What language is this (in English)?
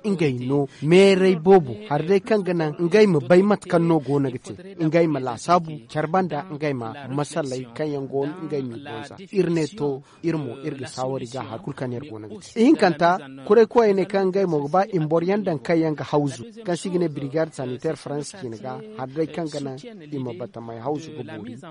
Zarma